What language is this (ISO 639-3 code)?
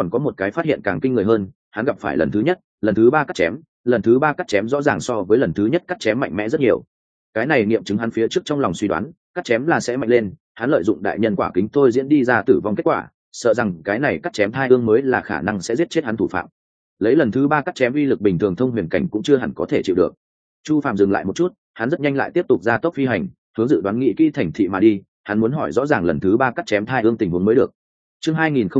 vie